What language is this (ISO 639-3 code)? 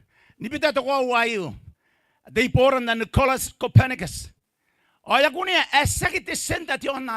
gil